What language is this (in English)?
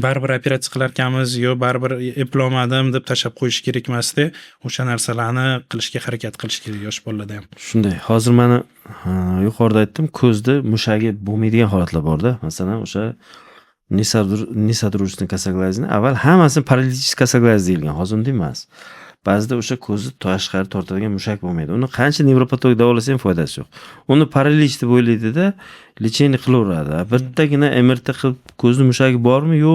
Uzbek